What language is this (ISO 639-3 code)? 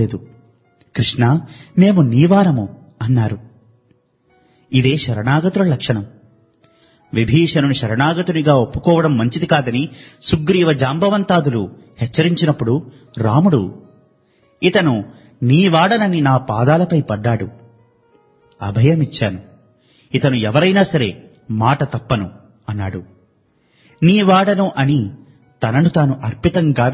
tel